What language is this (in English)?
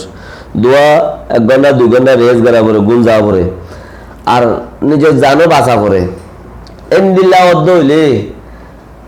Rohingya